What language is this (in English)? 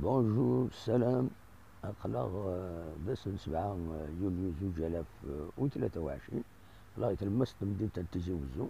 Kabyle